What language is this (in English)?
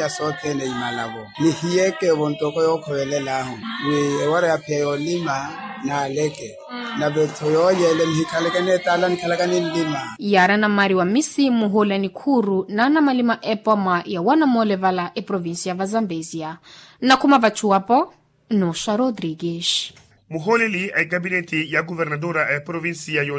Makhuwa